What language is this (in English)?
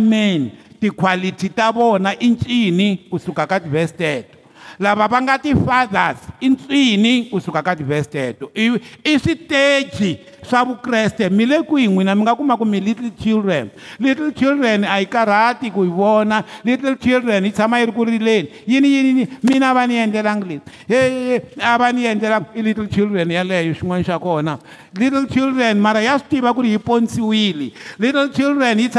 Tsonga